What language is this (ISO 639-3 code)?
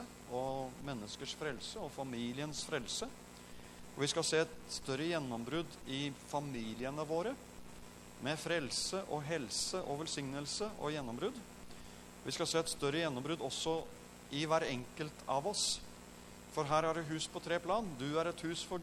nor